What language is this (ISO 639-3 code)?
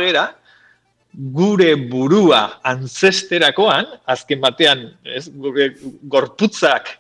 eus